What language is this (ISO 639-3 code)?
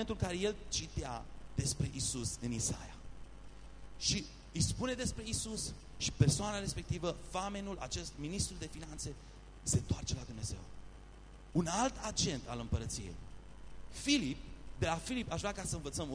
ron